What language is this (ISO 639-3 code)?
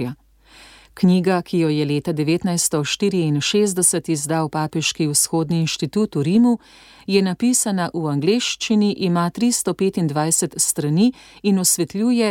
slv